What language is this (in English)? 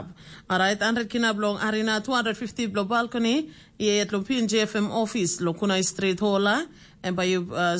Tok Pisin